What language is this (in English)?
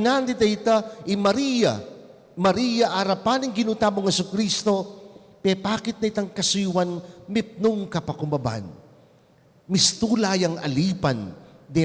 Pampanga